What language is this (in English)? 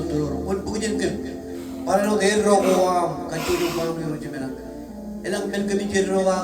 Marshallese